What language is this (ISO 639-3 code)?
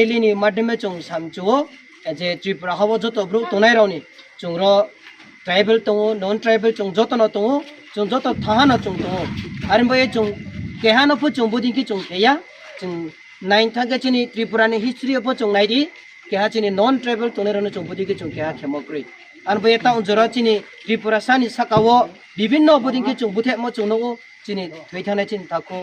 ria